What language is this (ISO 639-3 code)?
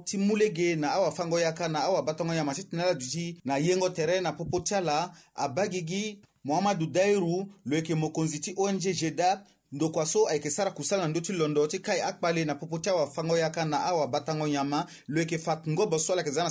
sag